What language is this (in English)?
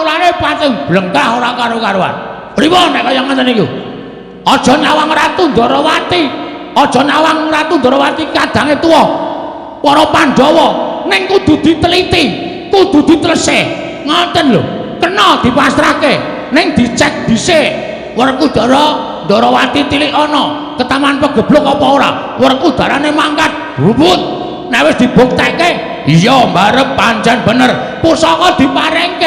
Javanese